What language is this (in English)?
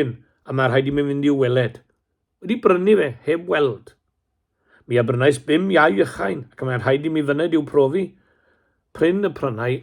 Welsh